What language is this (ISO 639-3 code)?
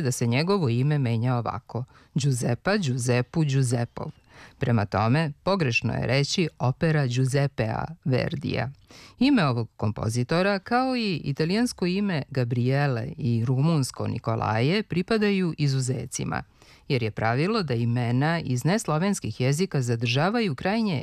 srp